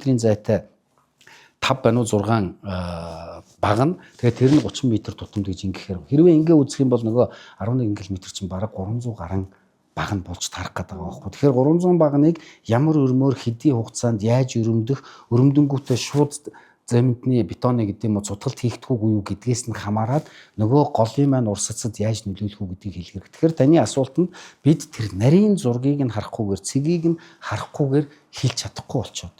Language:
Mongolian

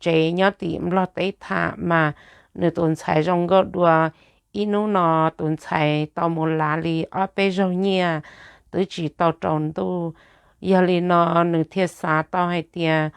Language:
Hmong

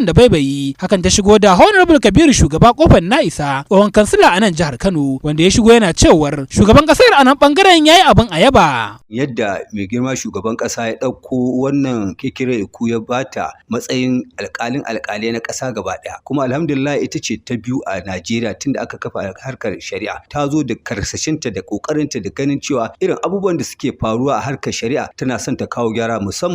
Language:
Hausa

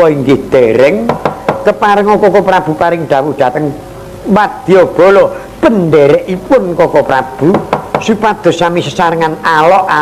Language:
Javanese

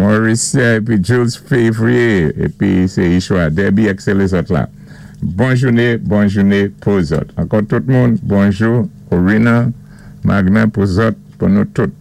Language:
Saint Lucian Creole French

